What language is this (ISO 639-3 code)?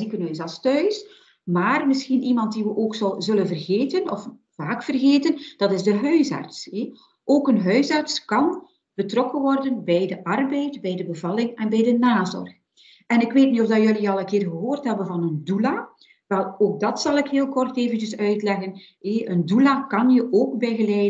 nld